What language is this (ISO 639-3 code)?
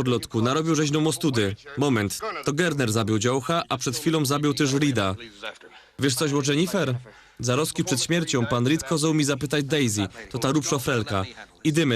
szl